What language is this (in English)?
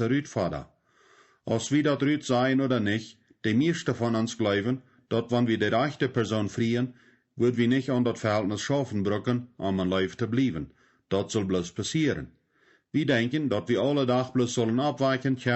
Plautdietsch